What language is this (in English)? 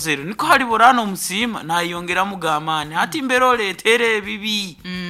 Nyoro